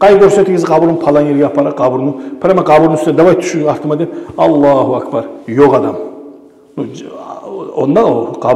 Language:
Kumyk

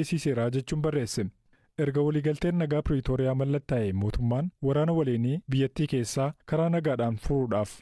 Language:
Oromo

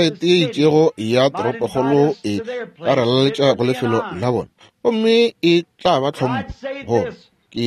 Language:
Northern Sotho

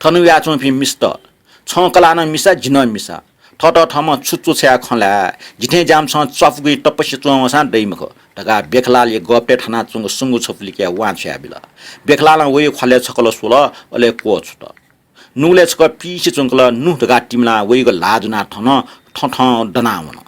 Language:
Newari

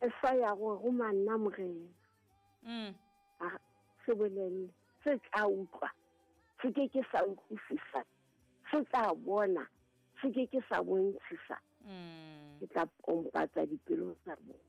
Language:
Southern Sotho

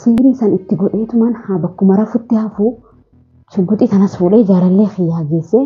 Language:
Oromo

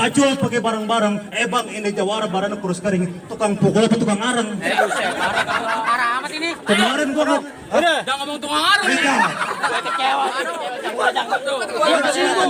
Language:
Betawi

